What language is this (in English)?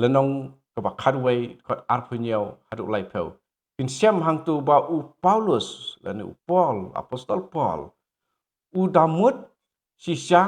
Khasi